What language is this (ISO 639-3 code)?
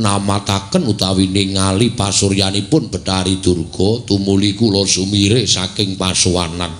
jav